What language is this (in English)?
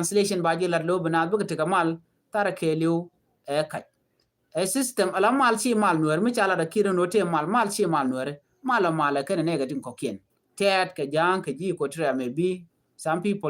Nuer